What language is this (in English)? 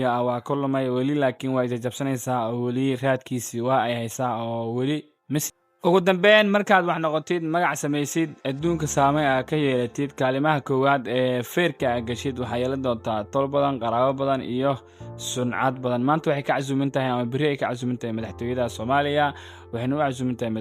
Somali